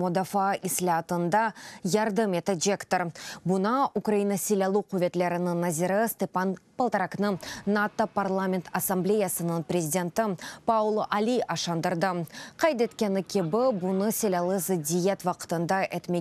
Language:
Crimean Tatar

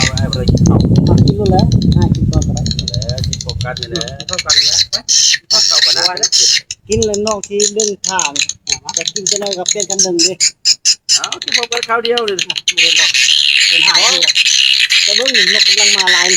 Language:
Northeastern Thai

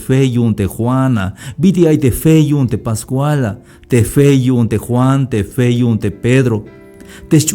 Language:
Tzeltal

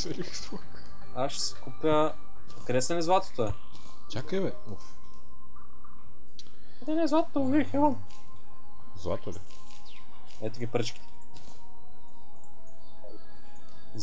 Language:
Bulgarian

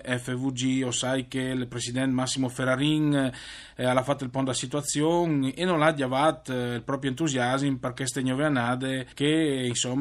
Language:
Friulian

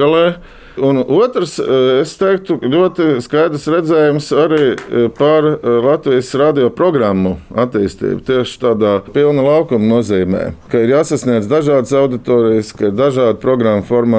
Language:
Latvian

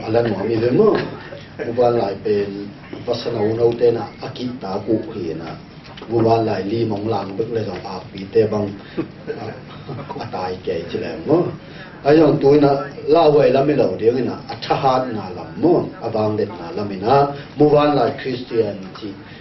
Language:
Tedim Chin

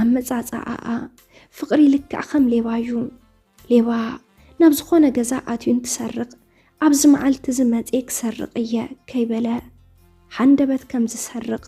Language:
Tigrinya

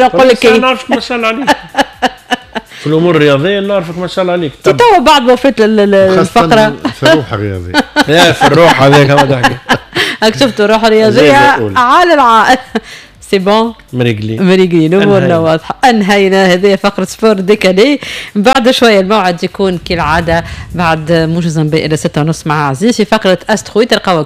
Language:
Tunisian Arabic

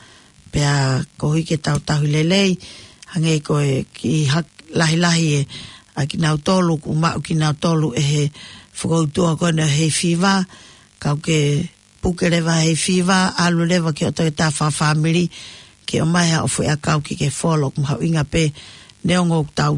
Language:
Tongan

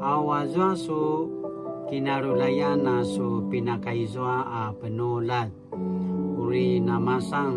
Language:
Paiwan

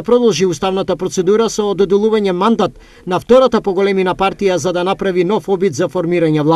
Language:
Macedonian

